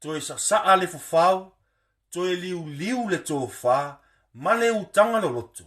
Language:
Samoan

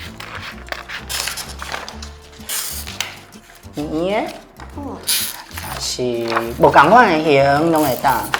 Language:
Min Nan Chinese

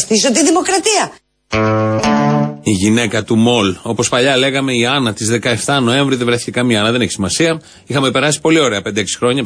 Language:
Greek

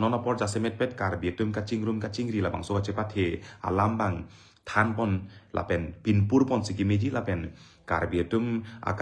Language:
Karbi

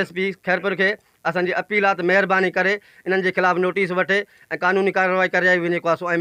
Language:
Sindhi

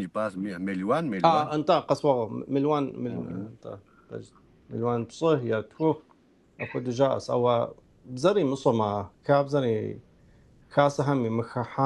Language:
Kabardian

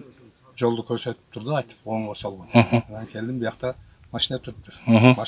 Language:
Kyrgyz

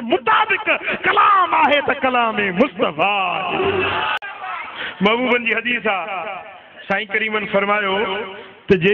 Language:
Sindhi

